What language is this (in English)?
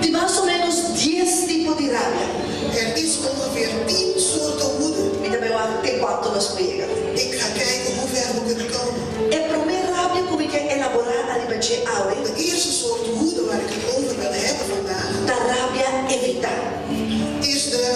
Papiamento